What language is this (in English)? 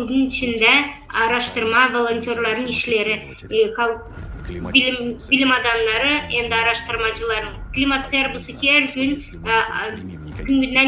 Gagauz